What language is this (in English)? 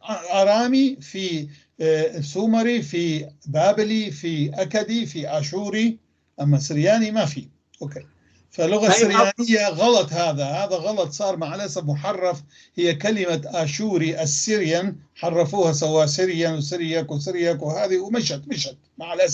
North Levantine Arabic